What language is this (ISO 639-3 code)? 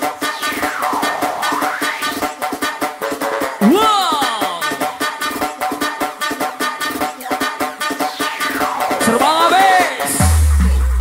ind